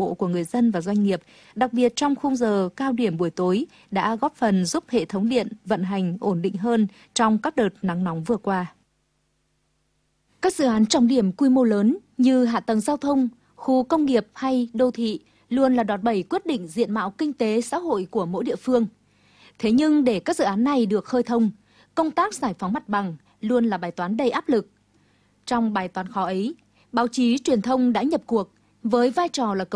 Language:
Vietnamese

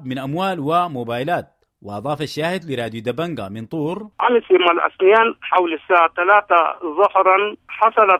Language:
Sudanese Arabic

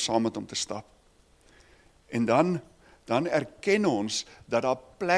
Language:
Afrikaans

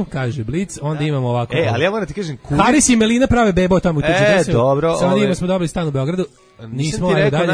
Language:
Serbian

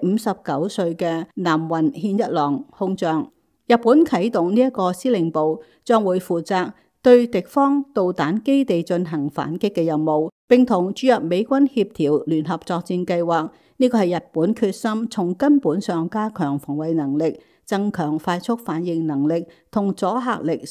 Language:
Cantonese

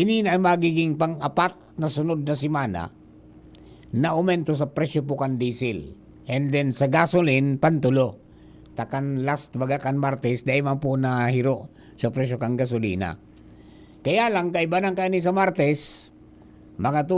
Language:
Bikol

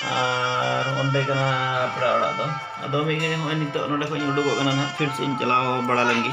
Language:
Santali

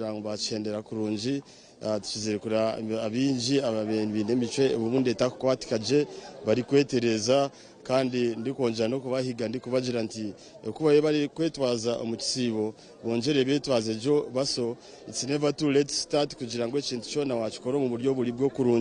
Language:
Nyankole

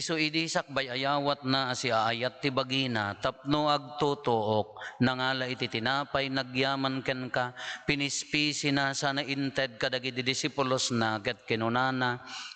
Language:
Iloko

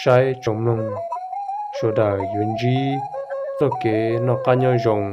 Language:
Hmong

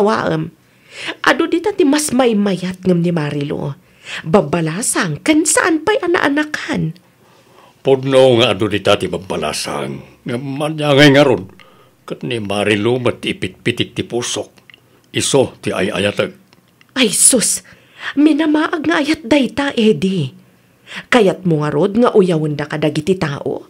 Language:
Iloko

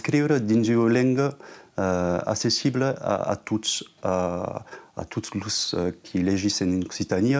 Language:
Occitan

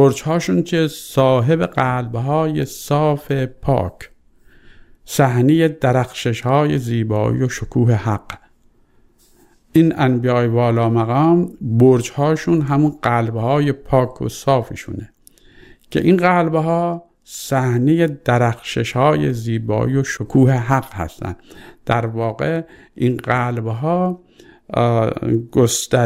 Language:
Persian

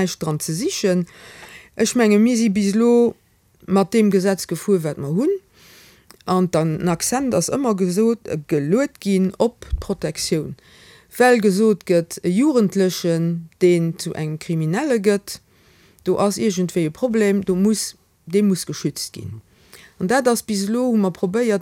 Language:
Luxembourgish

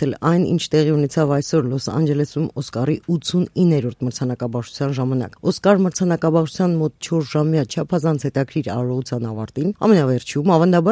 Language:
Armenian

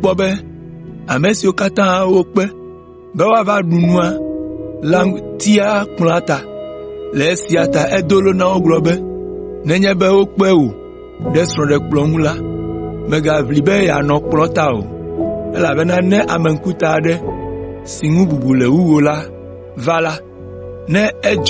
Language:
Ewe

